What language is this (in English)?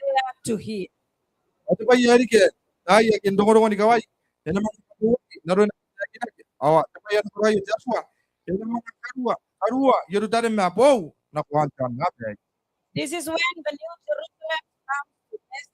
Gilbertese